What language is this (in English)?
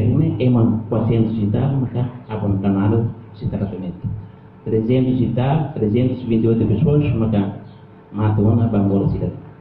Tetum